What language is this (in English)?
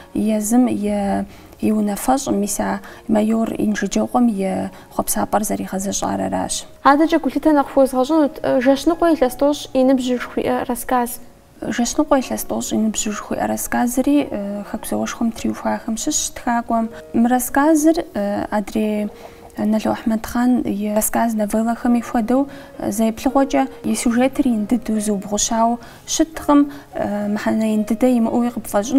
Kabardian